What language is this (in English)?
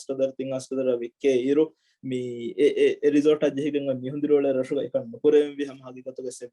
Divehi